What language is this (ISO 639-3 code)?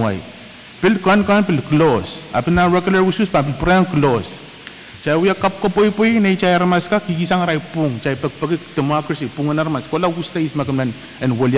pon